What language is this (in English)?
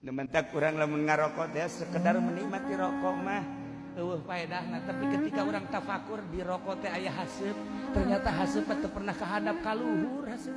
Sundanese